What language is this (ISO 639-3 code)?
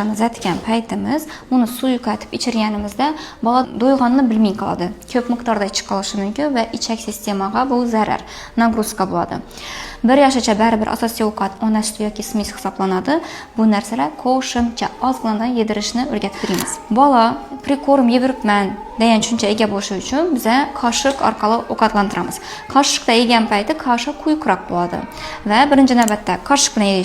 uzb